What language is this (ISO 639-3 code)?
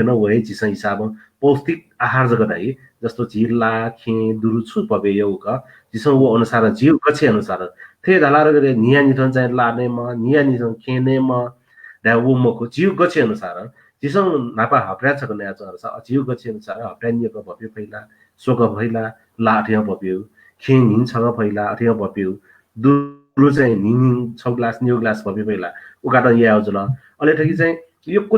new